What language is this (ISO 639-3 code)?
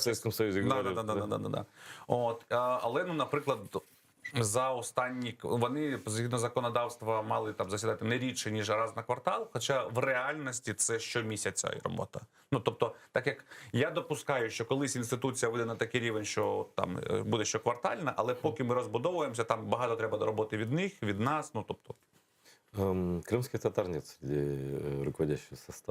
crh